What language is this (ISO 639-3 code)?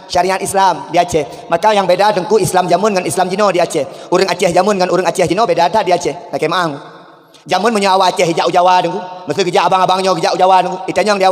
ace